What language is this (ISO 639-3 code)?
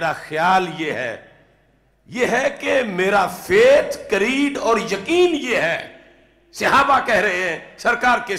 urd